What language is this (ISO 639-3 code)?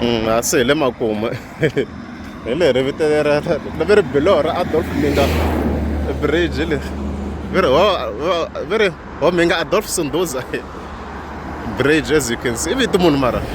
tso